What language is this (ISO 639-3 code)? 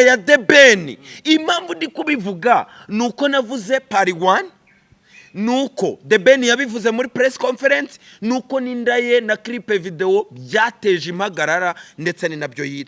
kin